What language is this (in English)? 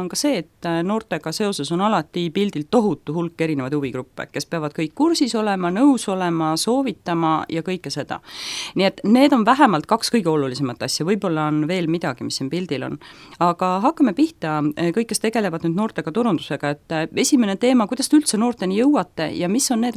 Estonian